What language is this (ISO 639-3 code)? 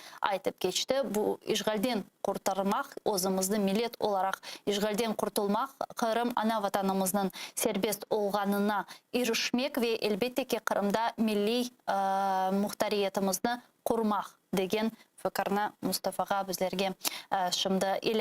crh